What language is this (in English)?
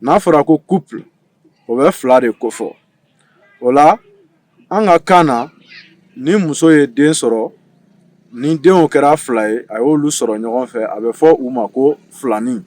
Bambara